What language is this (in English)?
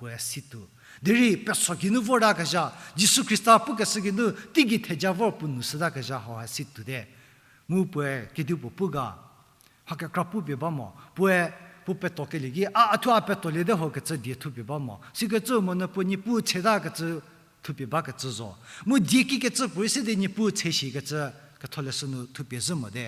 Angami Naga